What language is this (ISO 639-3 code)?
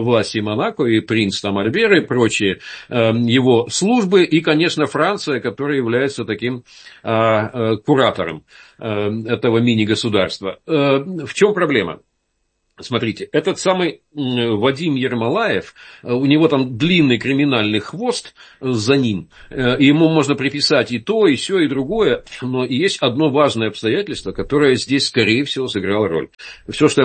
rus